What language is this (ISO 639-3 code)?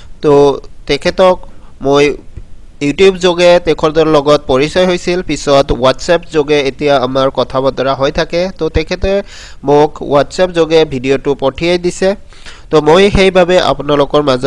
asm